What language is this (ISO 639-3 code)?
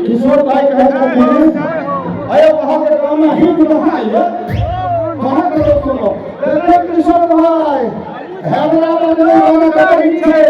mai